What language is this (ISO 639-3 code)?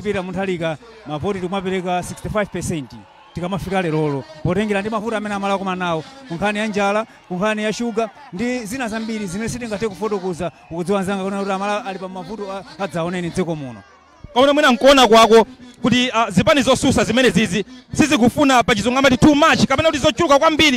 nya